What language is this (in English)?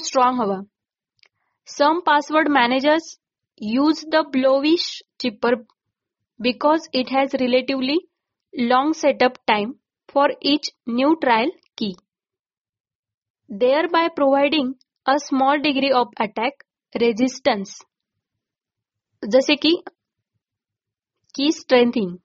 Marathi